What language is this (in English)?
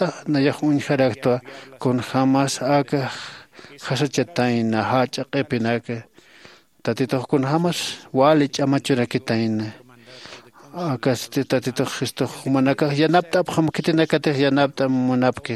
Aymara